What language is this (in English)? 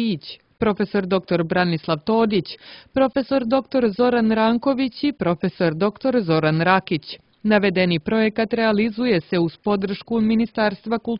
Serbian